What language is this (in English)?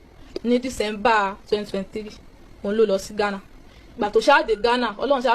Yoruba